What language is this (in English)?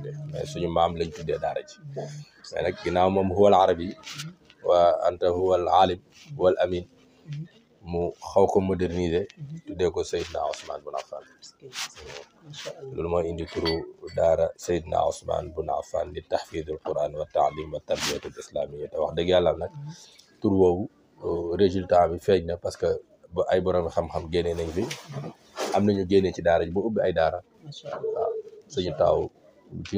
Wolof